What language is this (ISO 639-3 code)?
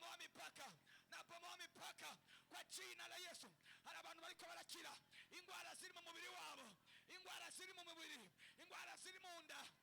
run